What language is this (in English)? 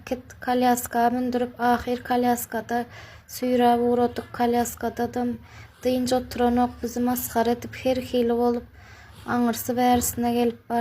Turkmen